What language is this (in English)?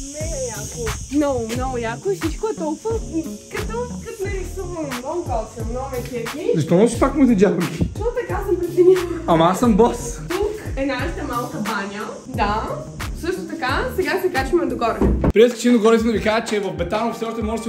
Bulgarian